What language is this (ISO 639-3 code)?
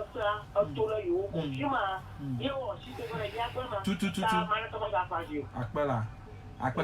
ewe